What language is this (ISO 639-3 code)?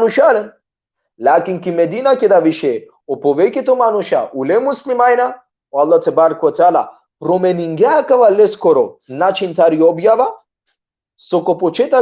rmn